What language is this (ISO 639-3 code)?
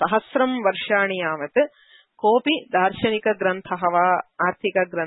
san